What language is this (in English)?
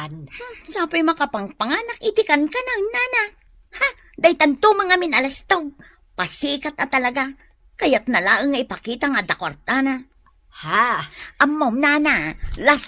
Iloko